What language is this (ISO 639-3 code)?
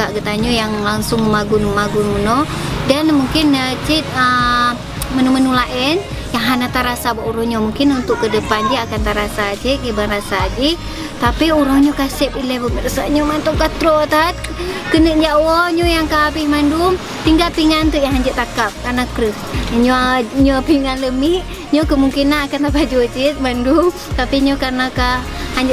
ace